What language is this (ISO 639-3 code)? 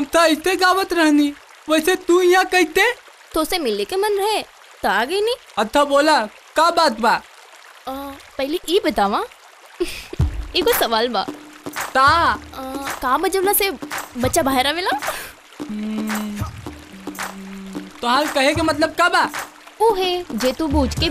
bho